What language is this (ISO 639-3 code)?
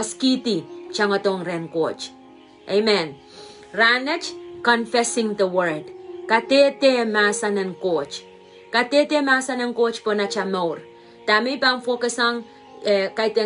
pon